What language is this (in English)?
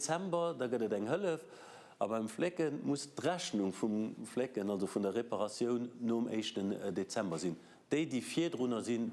Luxembourgish